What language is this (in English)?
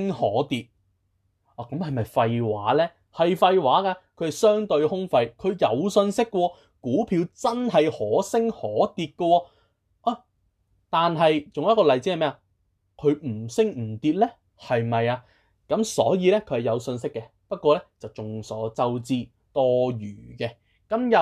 Cantonese